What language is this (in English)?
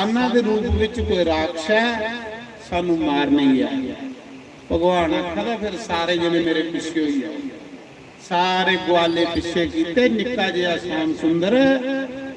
Dogri